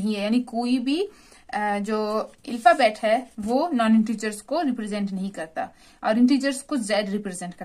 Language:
Hindi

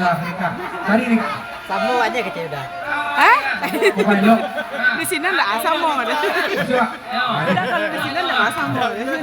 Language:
Minangkabau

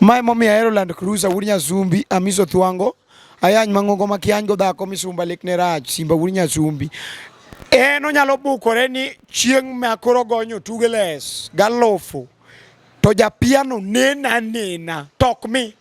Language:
Luo (Kenya and Tanzania)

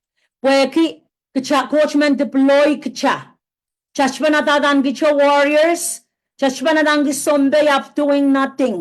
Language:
Pohnpeian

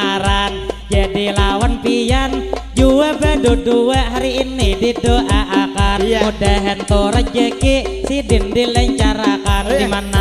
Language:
Banjar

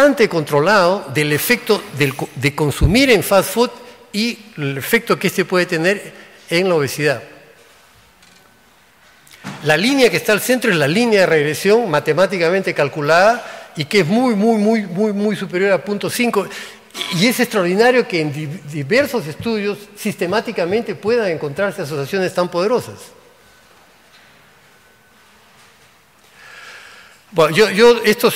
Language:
Spanish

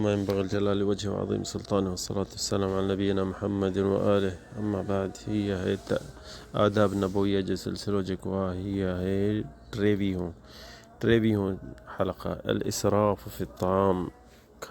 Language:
Sindhi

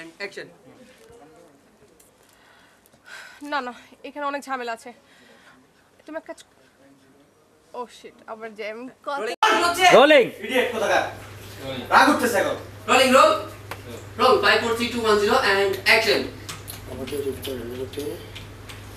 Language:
Bangla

